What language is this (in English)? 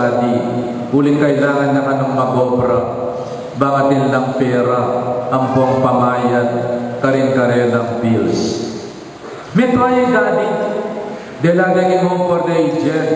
Pampanga